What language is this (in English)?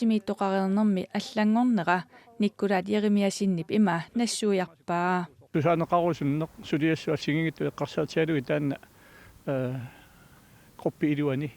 Kalaallisut